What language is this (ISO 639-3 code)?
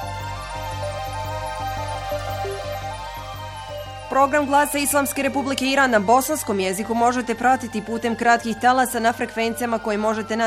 bos